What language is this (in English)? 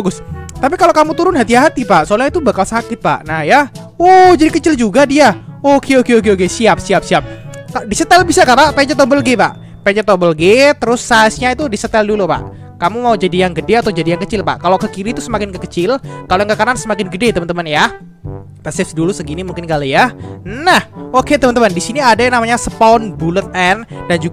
Indonesian